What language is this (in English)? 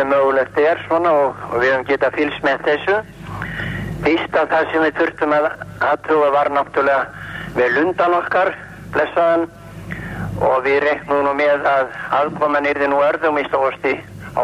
Icelandic